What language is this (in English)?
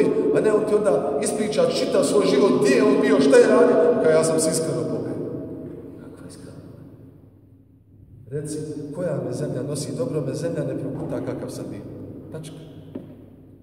Bosnian